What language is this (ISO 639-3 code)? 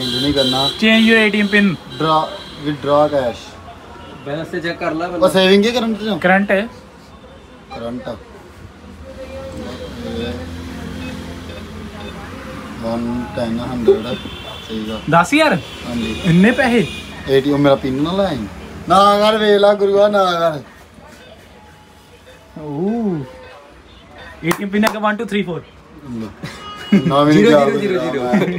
pan